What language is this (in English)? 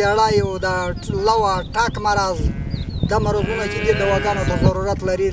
Pashto